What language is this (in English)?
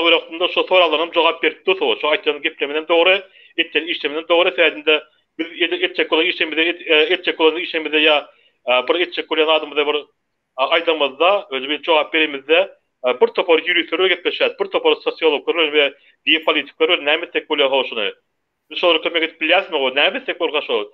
Turkmen